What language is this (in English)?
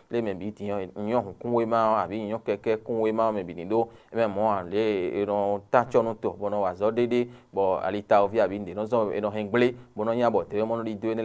Fon